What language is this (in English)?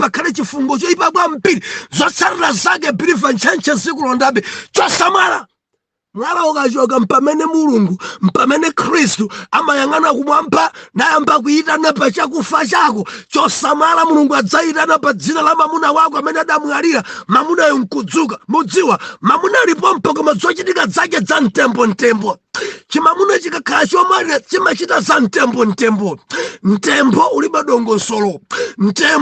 Nyanja